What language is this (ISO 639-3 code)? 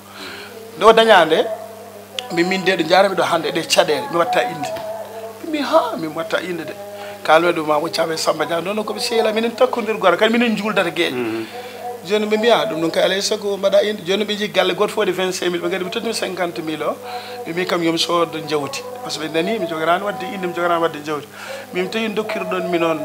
ful